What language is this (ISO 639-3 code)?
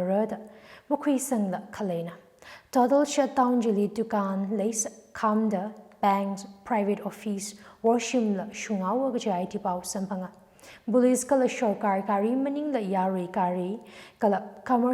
nmf